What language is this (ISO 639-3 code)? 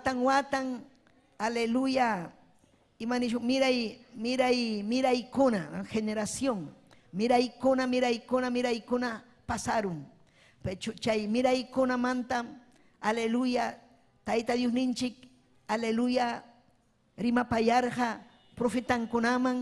quy